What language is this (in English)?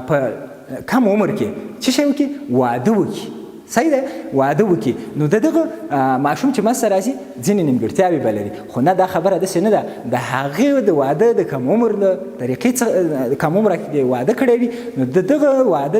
Pashto